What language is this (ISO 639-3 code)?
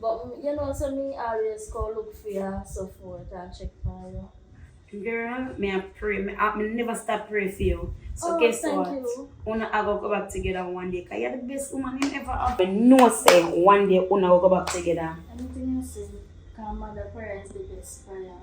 jam